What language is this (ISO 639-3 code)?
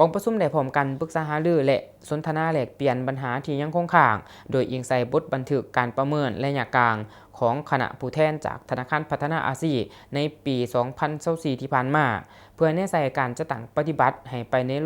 lao